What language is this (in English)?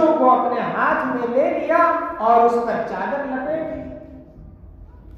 Urdu